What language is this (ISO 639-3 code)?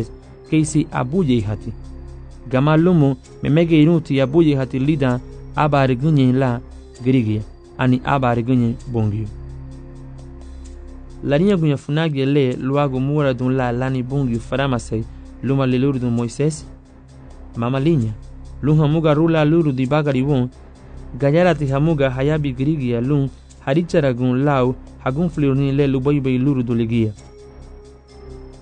cab